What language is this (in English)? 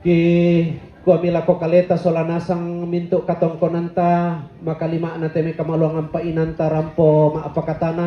Toraja-Sa'dan